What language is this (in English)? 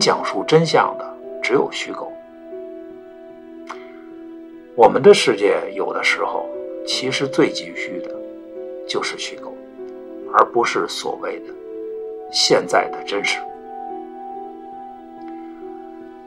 Chinese